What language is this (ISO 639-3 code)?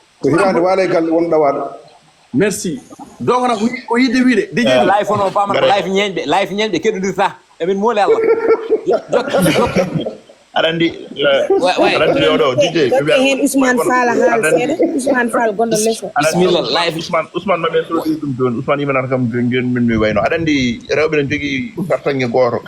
ful